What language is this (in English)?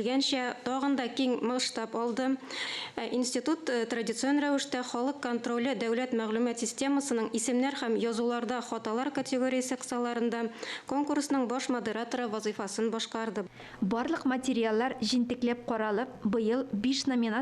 Tatar